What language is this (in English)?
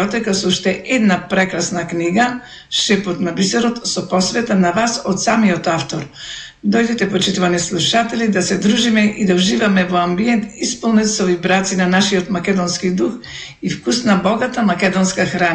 Macedonian